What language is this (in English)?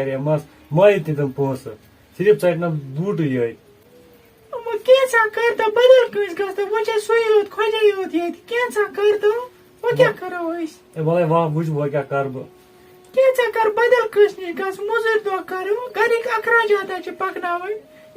Kashmiri